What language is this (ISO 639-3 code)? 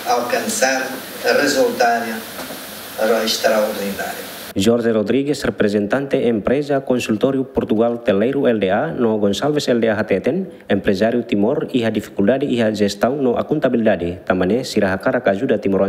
tet